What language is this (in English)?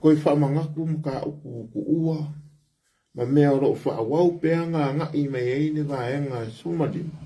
Samoan